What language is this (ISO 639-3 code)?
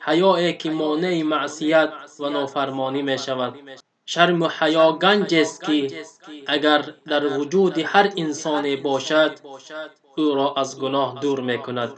tgk